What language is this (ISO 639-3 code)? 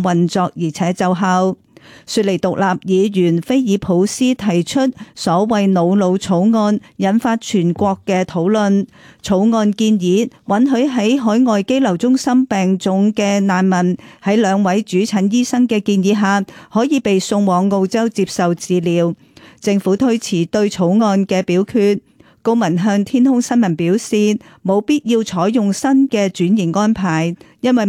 yue